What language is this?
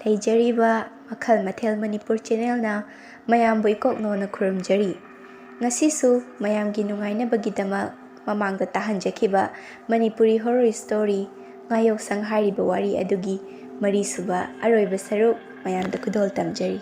Manipuri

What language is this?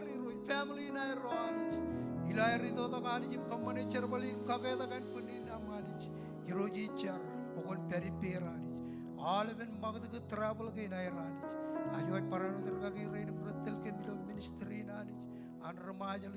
Marshallese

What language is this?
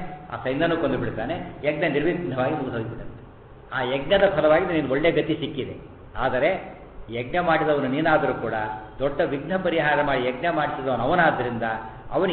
Kannada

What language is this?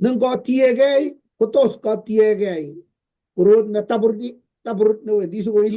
Kalenjin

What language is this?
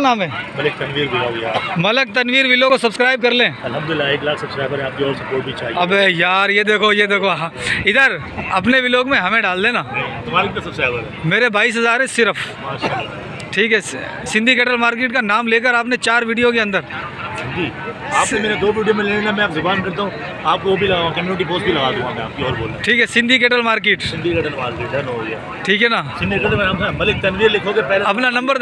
Hindi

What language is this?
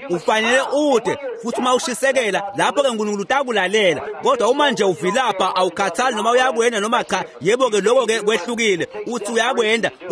Swati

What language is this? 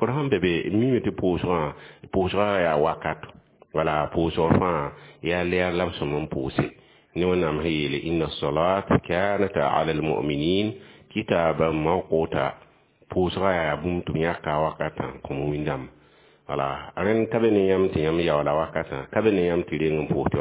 Mossi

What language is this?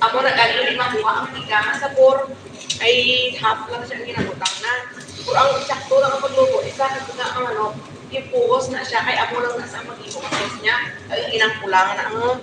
Hiligaynon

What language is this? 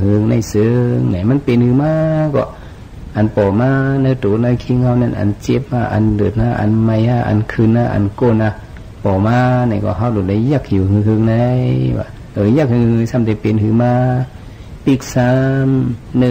Shan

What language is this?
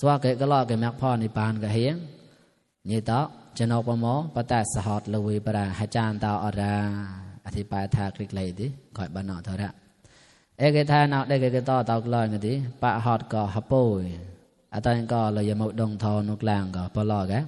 Mon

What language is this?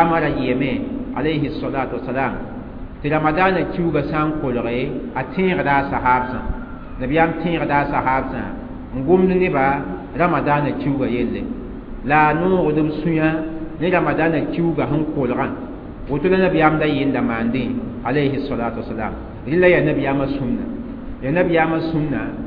Mossi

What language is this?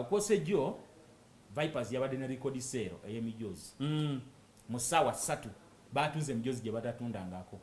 Ganda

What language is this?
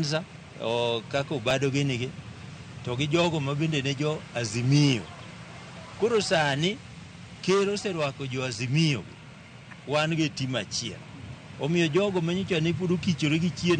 Luo (Kenya and Tanzania)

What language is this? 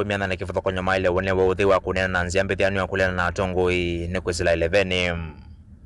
Kamba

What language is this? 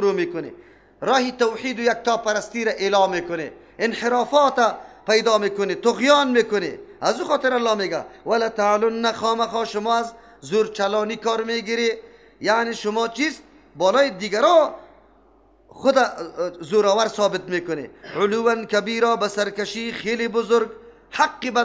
Persian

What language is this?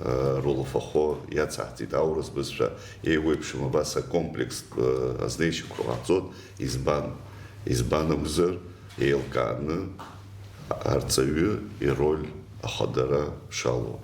Abkhazian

